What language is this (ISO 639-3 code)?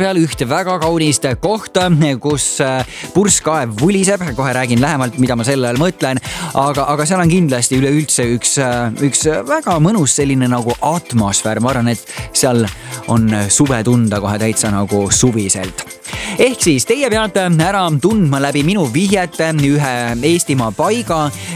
est